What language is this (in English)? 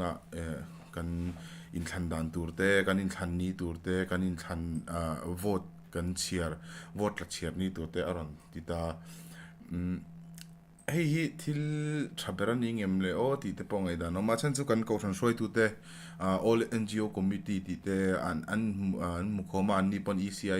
Mizo